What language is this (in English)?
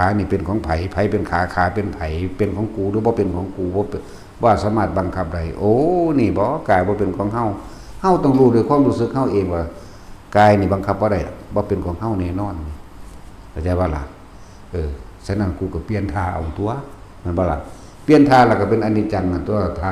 Northeastern Thai